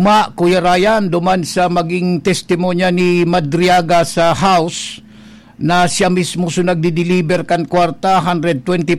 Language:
Bikol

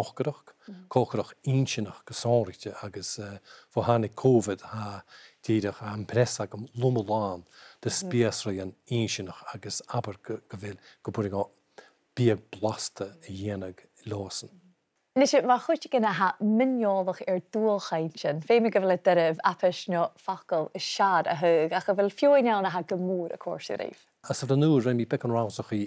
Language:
Scottish Gaelic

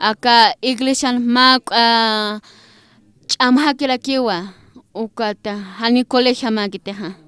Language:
Aymara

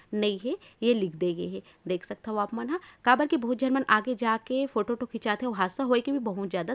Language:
Chhattisgarhi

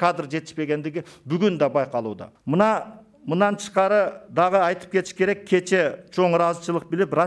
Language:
Kyrgyz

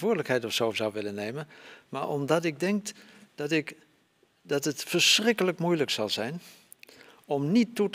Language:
Dutch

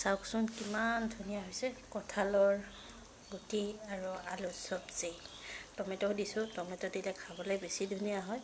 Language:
Assamese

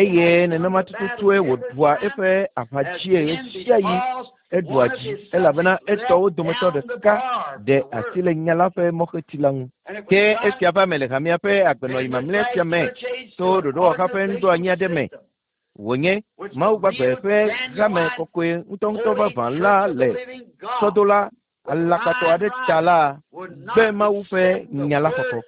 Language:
Ewe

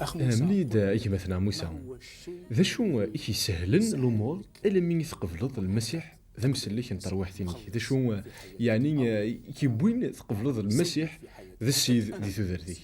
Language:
Kabyle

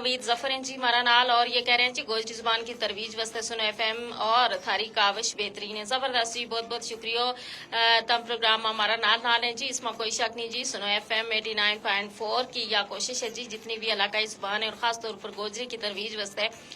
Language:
Gujari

